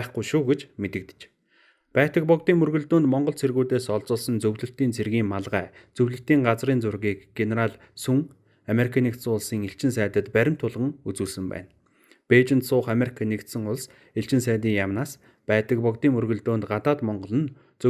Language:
Mongolian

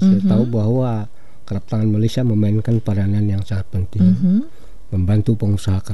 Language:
Malay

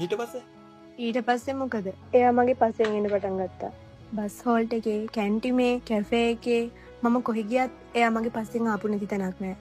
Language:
Sinhala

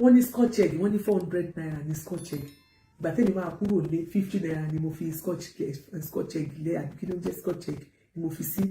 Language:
Yoruba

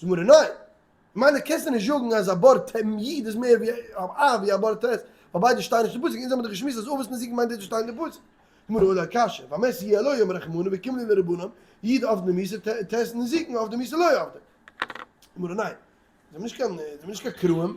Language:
Yiddish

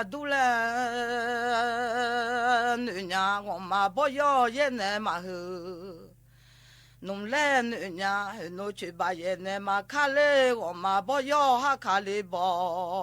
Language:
Akha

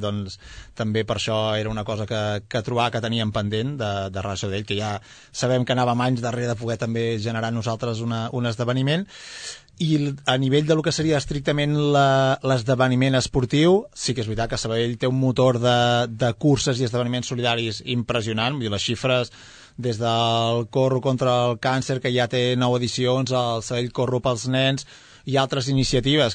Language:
Catalan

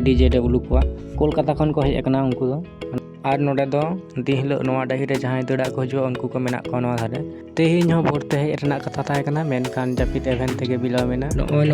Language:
Santali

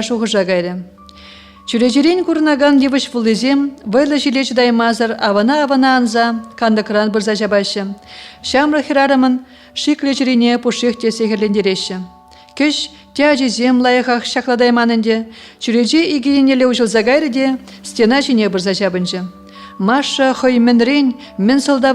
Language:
Chuvash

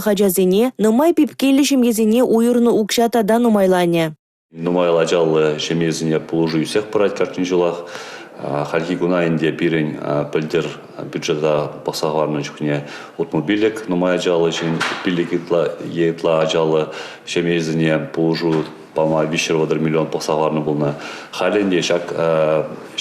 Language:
Chuvash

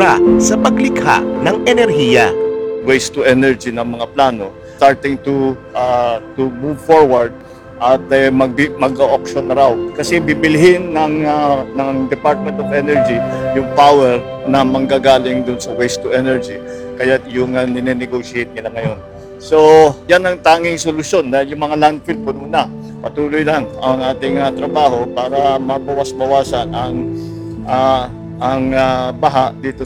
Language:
Filipino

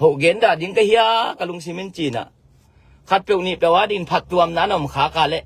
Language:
Tedim Chin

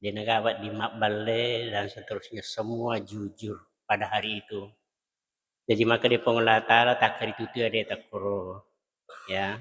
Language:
Buginese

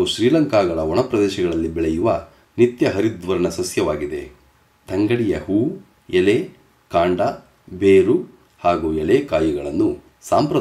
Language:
Kannada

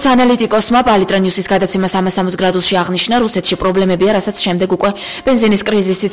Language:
Georgian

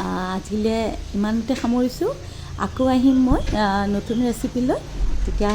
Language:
Assamese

